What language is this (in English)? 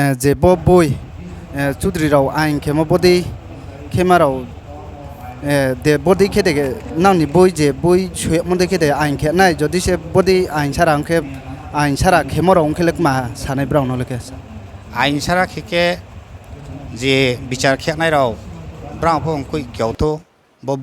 Riang (India)